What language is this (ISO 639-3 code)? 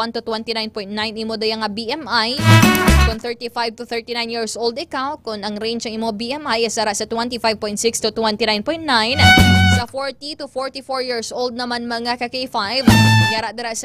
hil